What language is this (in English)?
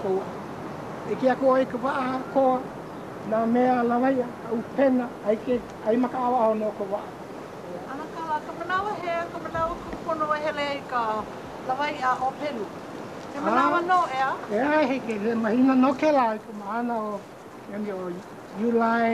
Hawaiian